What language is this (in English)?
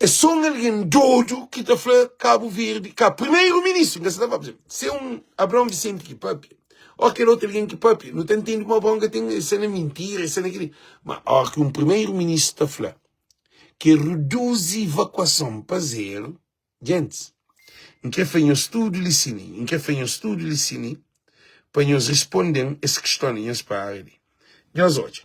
Kabuverdianu